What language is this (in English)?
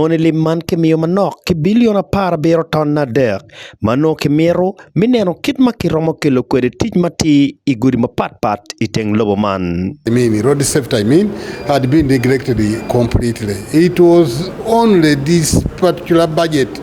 Acoli